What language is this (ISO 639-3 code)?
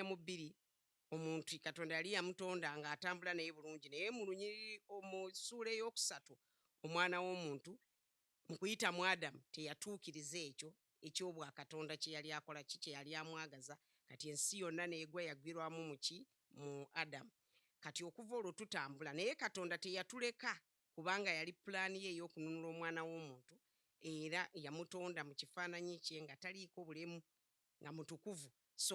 lug